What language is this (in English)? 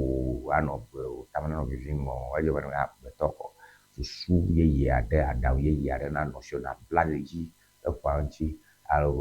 Ewe